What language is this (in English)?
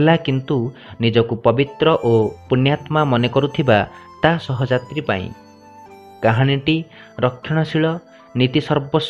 Odia